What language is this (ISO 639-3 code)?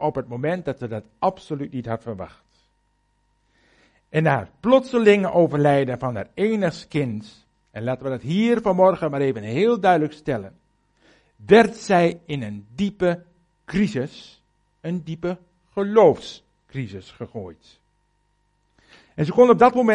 nld